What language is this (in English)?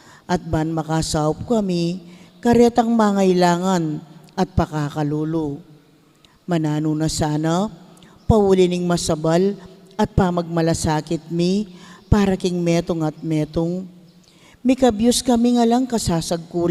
Pampanga